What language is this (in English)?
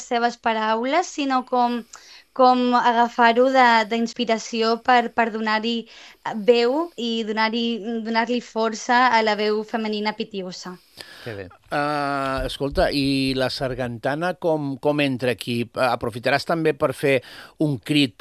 Catalan